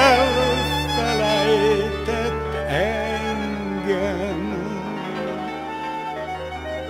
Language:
Hungarian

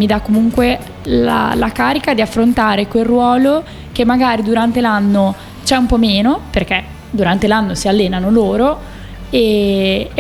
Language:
Italian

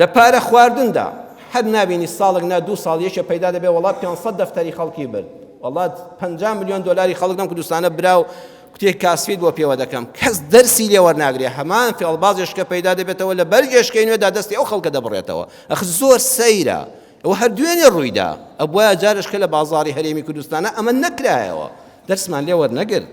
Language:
Central Kurdish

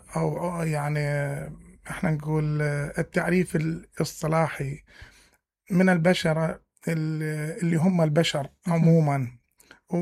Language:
Mesopotamian Arabic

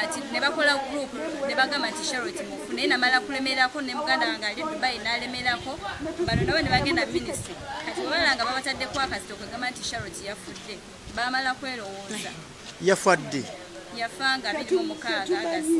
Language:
Ganda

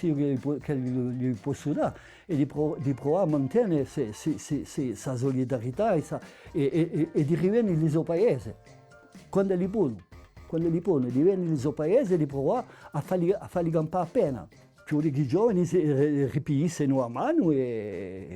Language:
Corsican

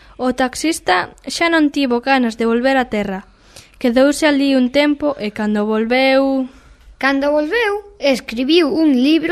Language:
Galician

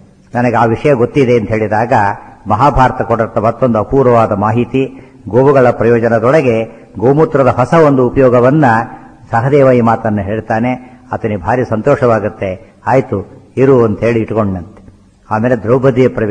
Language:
Kannada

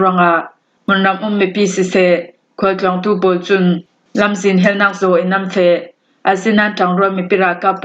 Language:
Falam Chin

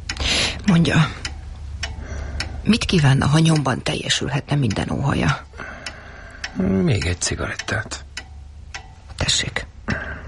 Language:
Hungarian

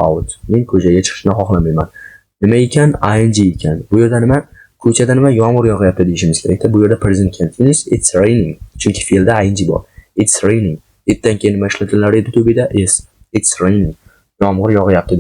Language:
Uzbek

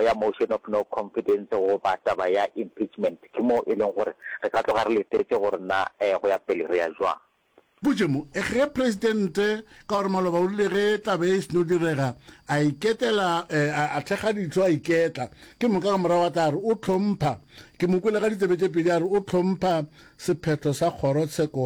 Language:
Northern Sotho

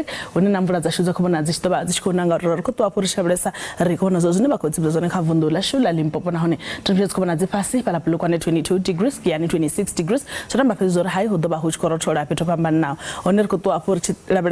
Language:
Venda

